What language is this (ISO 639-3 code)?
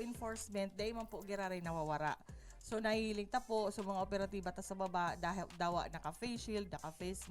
bik